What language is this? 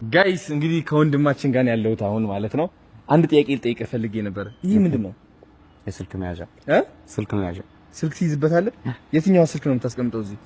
Amharic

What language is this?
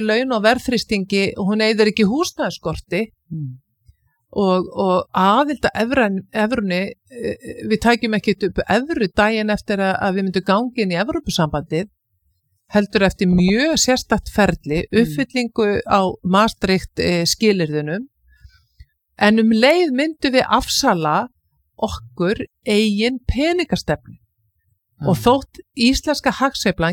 Icelandic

